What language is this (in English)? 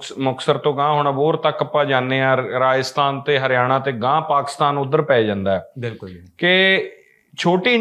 Punjabi